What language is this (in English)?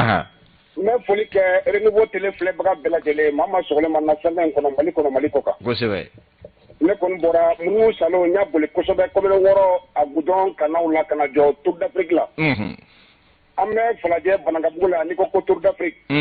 Bambara